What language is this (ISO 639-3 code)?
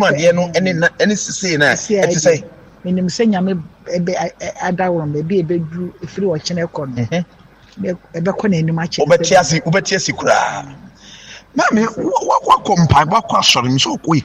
aka